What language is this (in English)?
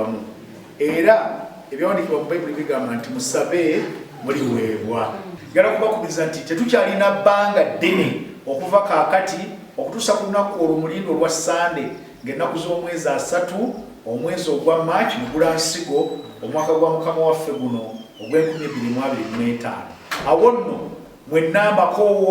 Ganda